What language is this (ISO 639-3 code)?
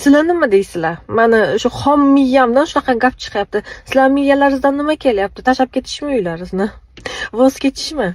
uzb